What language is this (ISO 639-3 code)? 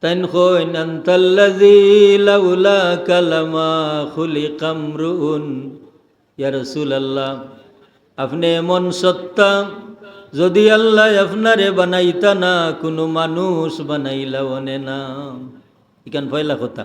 syl